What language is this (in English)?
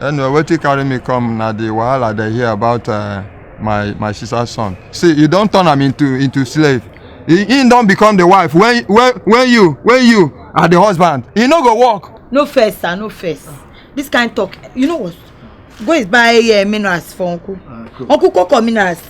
Nigerian Pidgin